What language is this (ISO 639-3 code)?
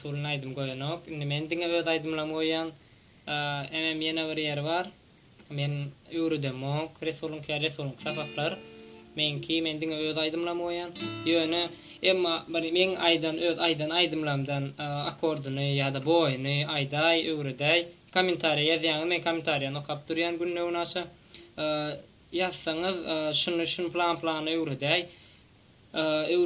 tuk